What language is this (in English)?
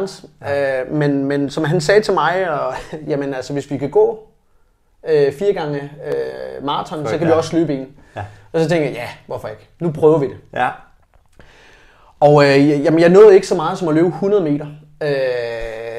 Danish